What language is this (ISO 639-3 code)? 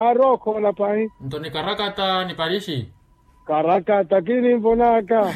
vmw